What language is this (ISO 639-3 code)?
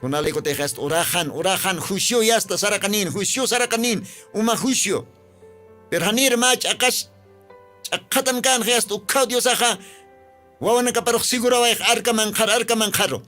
aym